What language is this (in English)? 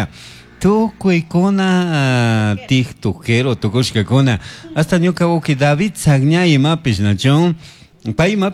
Chimborazo Highland Quichua